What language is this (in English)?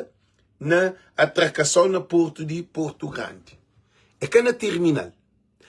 Kabuverdianu